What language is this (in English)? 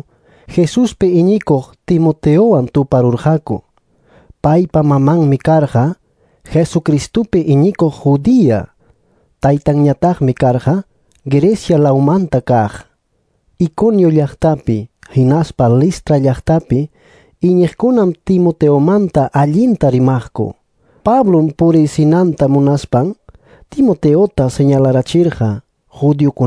Ayacucho Quechua